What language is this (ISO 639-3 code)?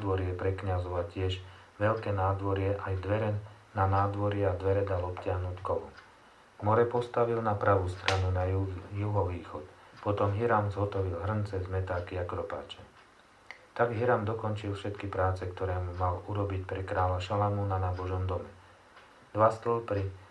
slk